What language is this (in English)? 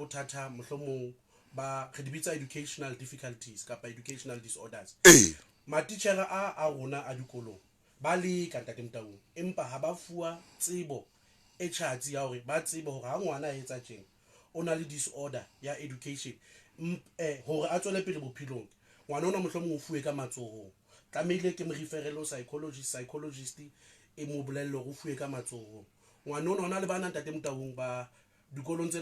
Southern Sotho